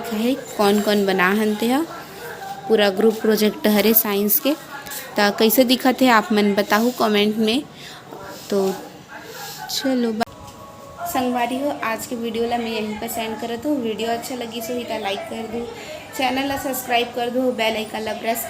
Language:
Chhattisgarhi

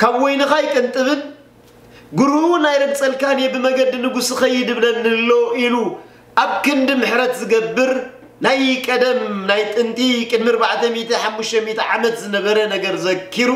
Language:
Tigrinya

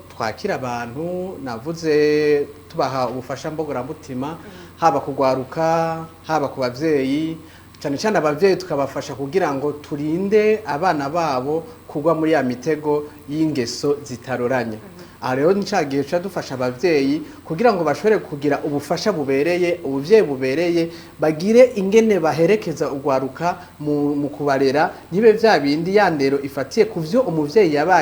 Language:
Rundi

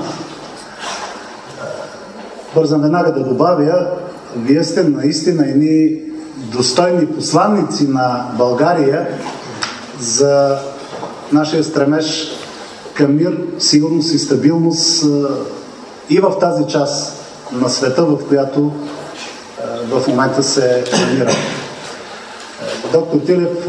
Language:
Bulgarian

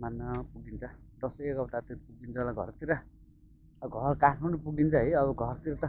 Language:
Nepali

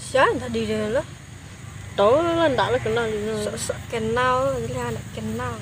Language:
Minangkabau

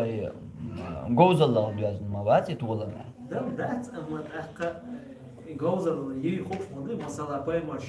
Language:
Chechen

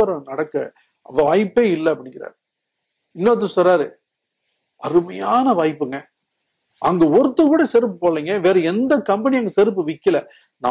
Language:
Tamil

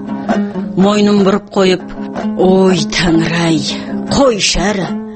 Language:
Kazakh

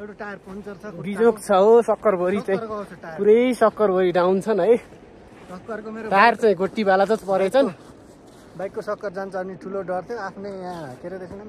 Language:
Nepali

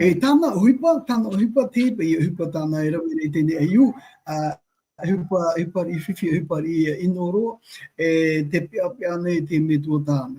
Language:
Tahitian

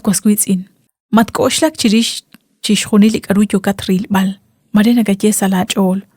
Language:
Kekchí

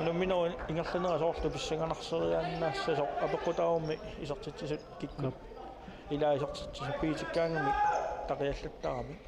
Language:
Kalaallisut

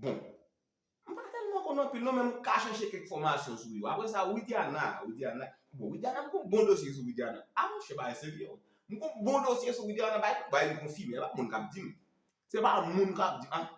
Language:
Haitian Creole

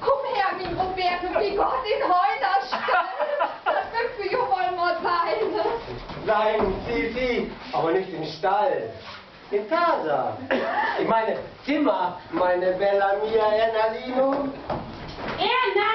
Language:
Low German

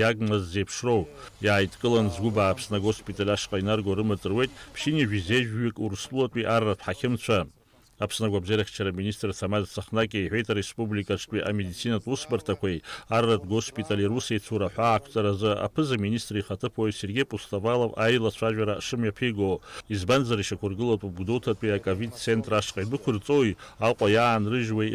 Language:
Abkhazian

